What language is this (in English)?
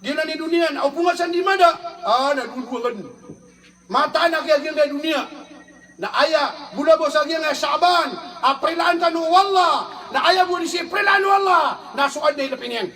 Maranao